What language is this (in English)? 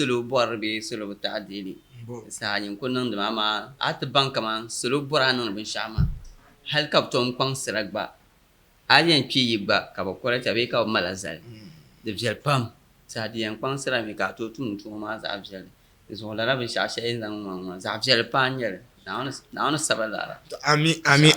Dagbani